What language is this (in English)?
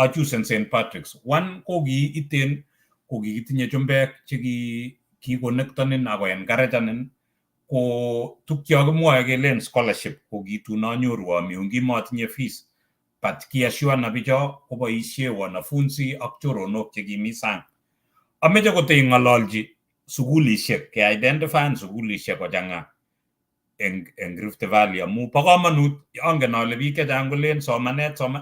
Kalenjin